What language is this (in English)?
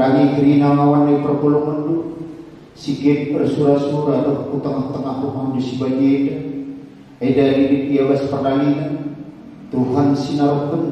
Batak Karo